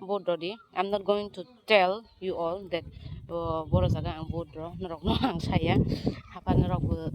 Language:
Kok Borok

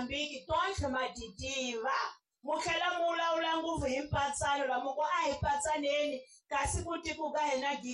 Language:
Tsonga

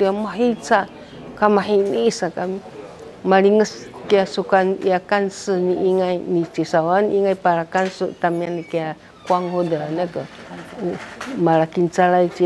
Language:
Sakizaya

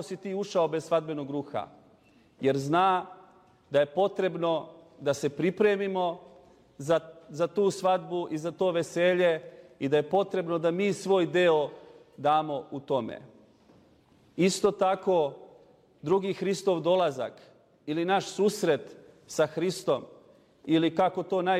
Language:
Serbian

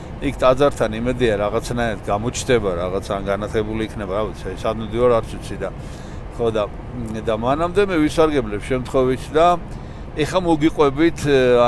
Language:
Georgian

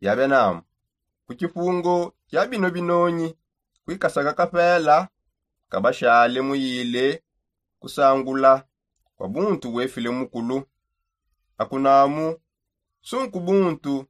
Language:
Songe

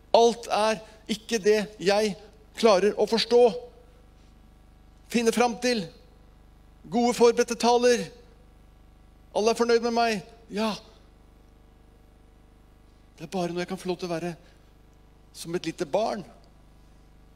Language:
Norwegian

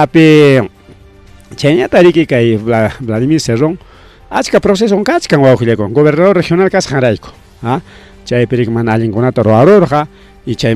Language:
Ayacucho Quechua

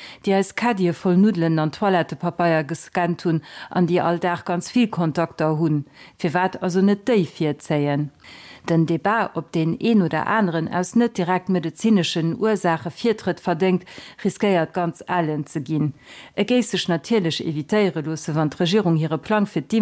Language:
Luxembourgish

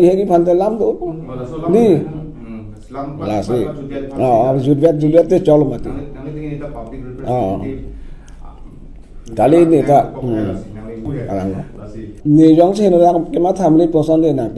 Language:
Karbi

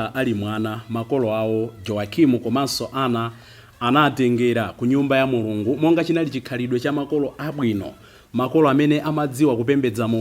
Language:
Nyanja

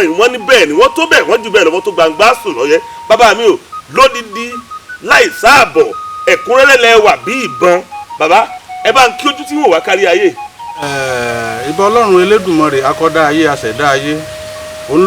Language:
Yoruba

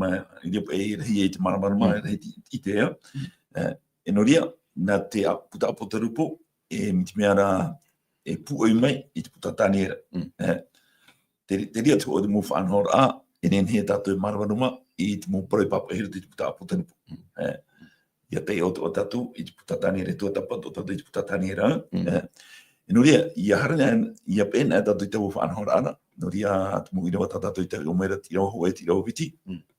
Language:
Tahitian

